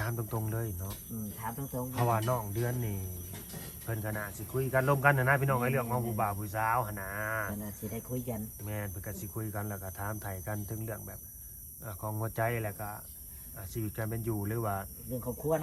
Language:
Lao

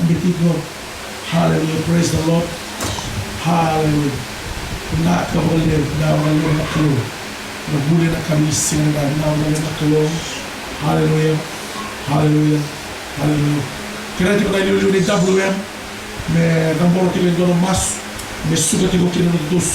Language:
Fijian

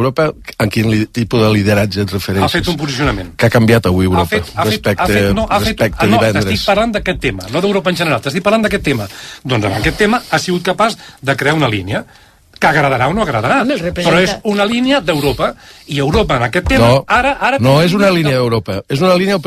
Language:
Catalan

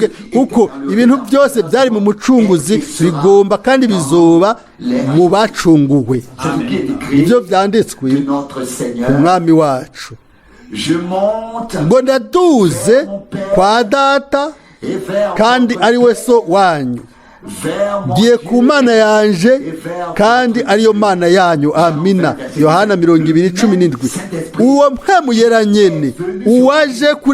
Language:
Rundi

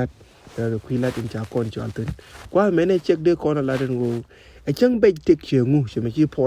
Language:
Nuer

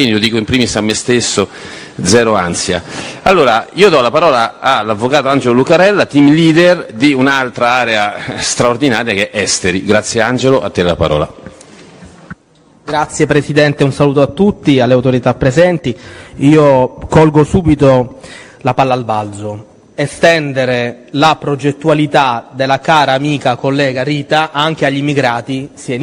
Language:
Italian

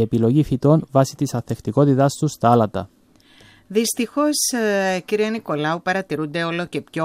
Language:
Greek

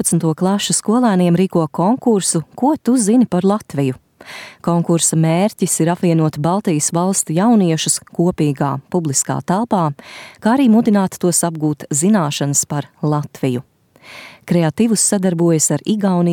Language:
Latvian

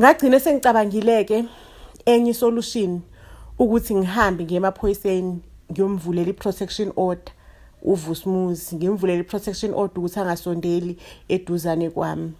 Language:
Zulu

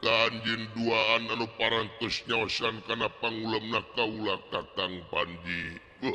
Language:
Sundanese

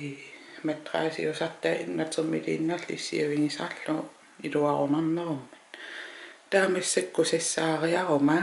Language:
Kalaallisut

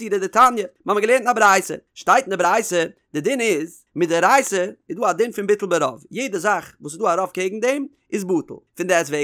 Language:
Yiddish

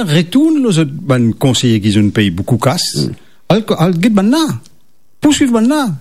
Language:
Morisyen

